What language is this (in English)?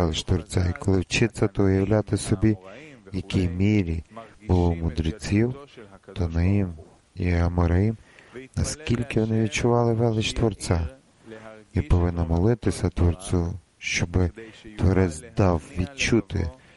Ukrainian